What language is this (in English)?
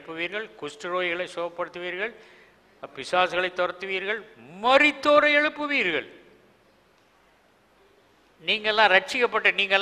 Tamil